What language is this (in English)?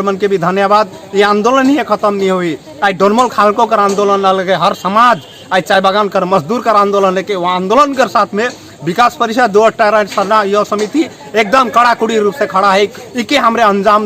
Sadri